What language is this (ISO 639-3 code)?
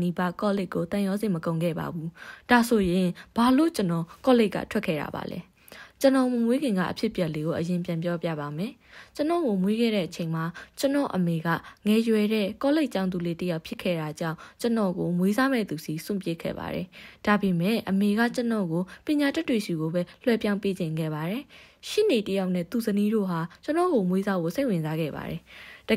mya